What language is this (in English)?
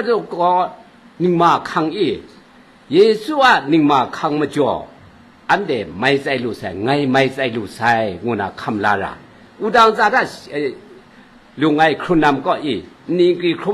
Kachin